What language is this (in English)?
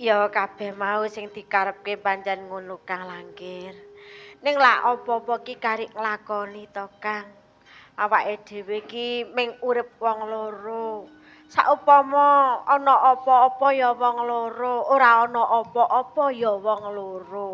Javanese